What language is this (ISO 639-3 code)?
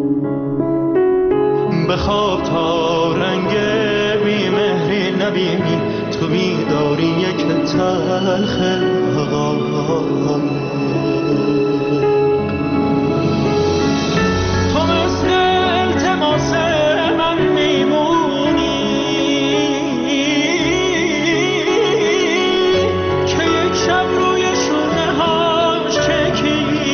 fas